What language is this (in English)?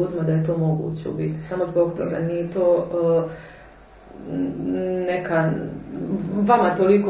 Croatian